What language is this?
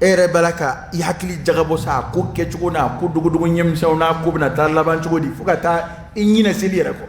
Dyula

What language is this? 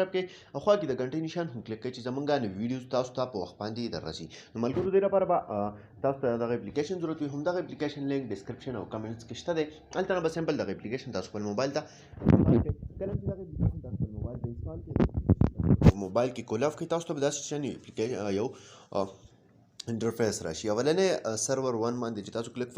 Pashto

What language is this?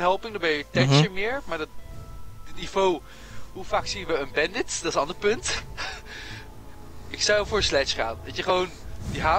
Dutch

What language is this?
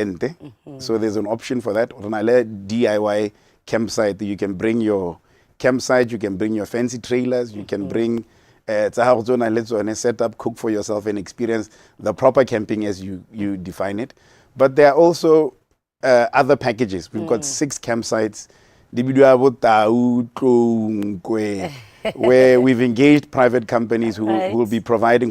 Tswana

